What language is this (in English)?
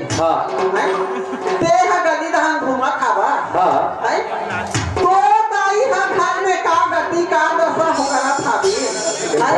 Chhattisgarhi